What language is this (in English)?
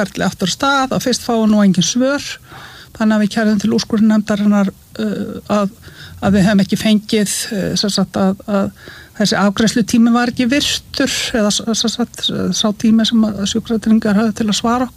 Icelandic